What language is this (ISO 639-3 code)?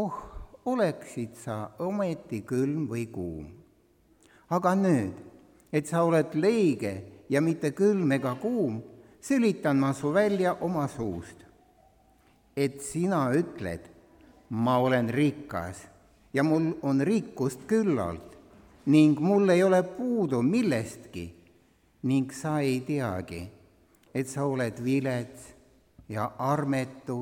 est